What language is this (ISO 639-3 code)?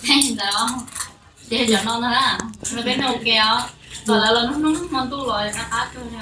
hmn